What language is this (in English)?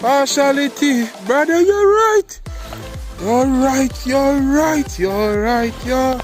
Jamaican Creole English